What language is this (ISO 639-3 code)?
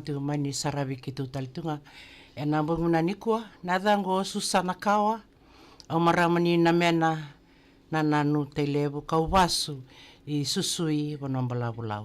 fij